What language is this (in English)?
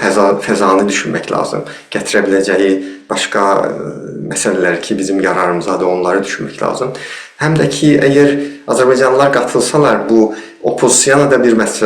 South Azerbaijani